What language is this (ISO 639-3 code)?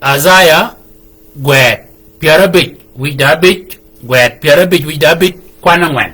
shk